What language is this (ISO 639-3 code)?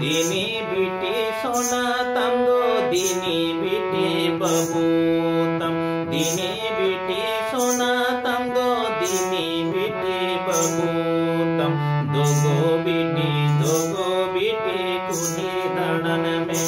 sat